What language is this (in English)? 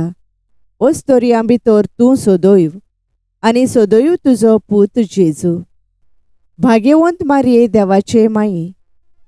Konkani